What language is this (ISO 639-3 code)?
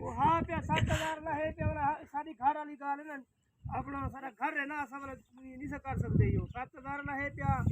skr